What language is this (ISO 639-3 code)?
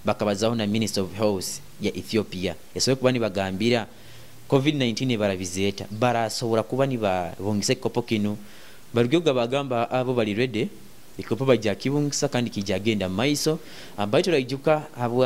nyo